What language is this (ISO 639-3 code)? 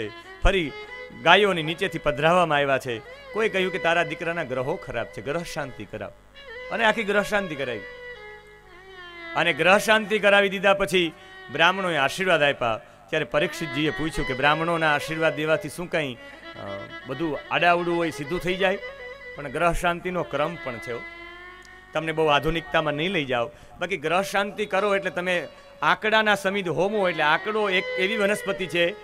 guj